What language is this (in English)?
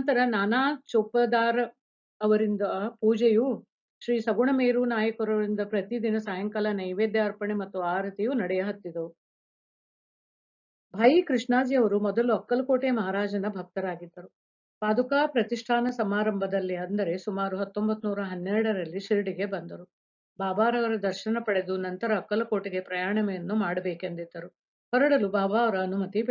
Kannada